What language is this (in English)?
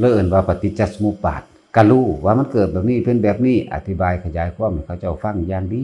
Northeastern Thai